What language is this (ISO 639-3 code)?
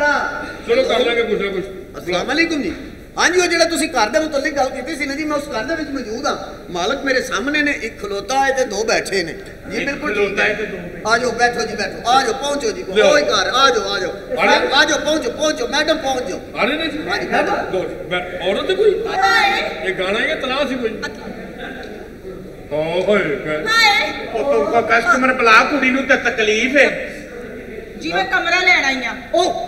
pan